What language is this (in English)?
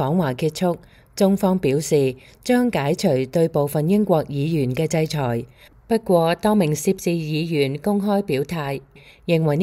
Cantonese